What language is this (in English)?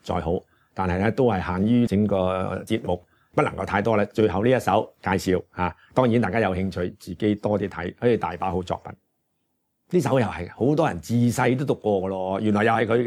Cantonese